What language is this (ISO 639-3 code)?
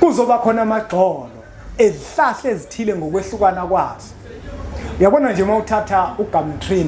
zul